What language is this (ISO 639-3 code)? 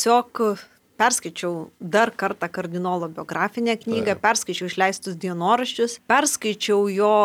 lit